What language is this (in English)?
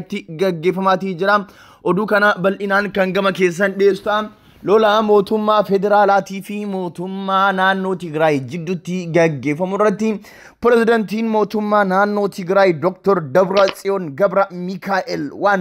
Oromo